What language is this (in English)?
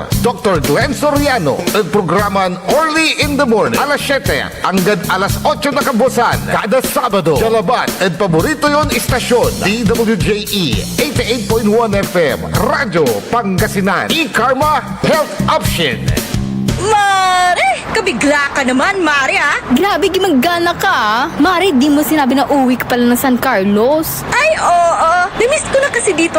Pangasinan